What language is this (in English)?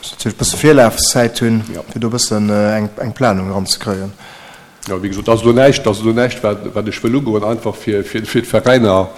Luxembourgish